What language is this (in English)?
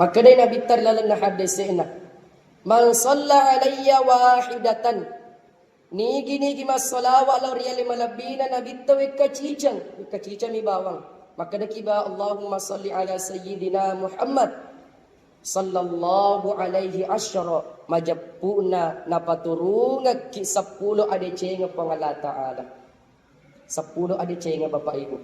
Buginese